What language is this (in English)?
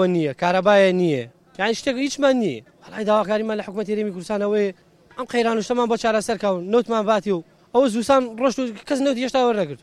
Central Kurdish